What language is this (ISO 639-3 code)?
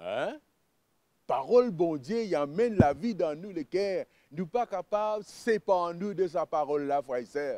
mfe